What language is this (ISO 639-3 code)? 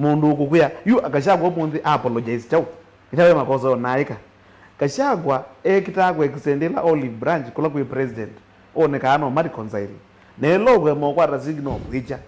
kam